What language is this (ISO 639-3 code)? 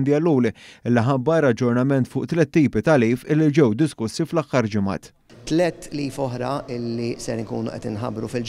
mlt